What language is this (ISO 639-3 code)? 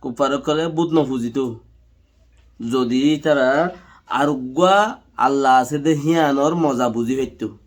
rhg